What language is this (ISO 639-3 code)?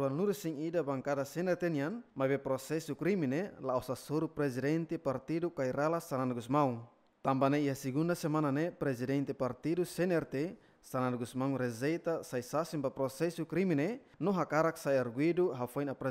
tet